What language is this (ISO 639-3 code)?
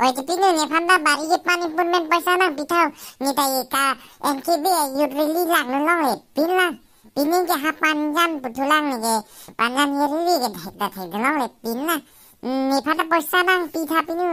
mjw